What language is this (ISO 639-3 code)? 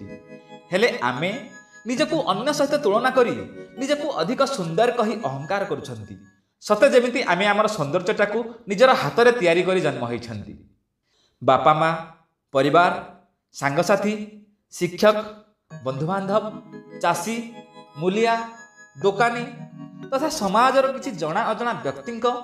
ori